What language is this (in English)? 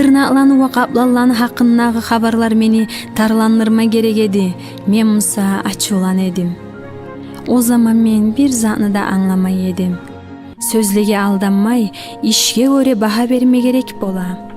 Kumyk